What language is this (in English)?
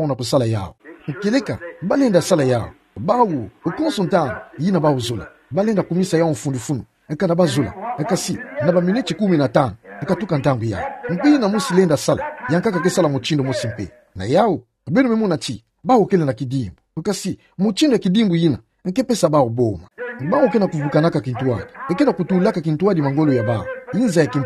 Kituba (Democratic Republic of Congo)